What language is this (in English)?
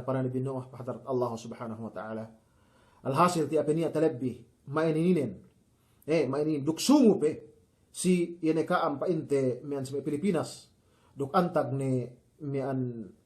Yakan